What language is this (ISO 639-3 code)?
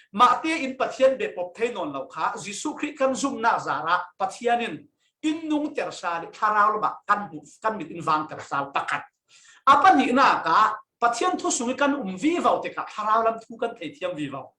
cfm